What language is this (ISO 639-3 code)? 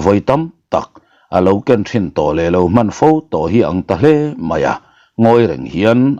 lus